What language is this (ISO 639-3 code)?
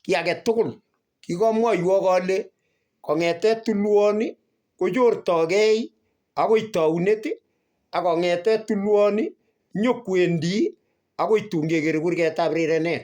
kln